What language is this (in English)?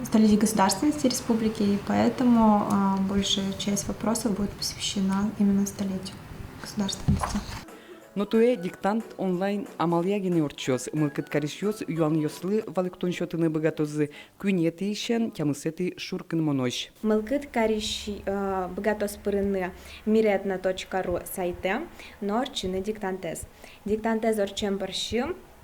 Udmurt